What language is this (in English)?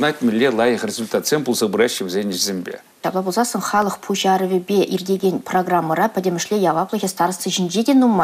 Chuvash